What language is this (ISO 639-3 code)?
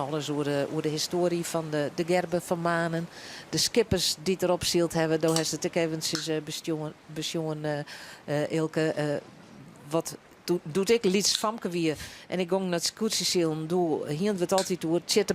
fry